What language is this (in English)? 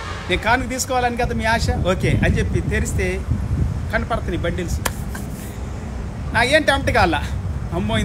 Telugu